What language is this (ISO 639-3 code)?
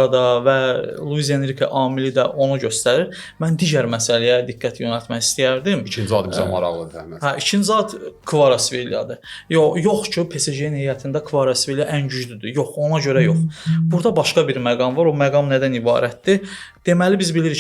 aze